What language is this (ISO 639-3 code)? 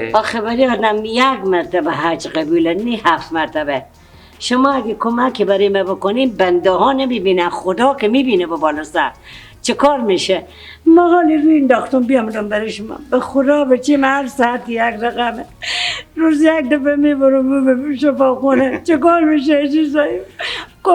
fas